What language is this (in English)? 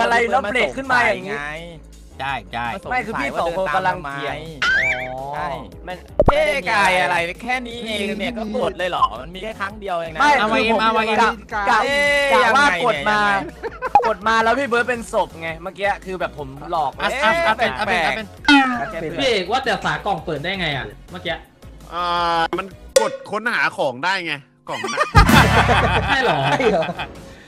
Thai